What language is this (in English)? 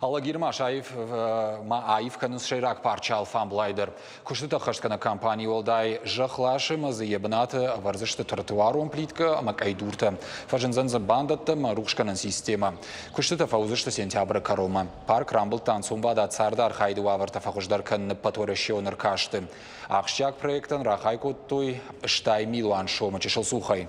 Ossetic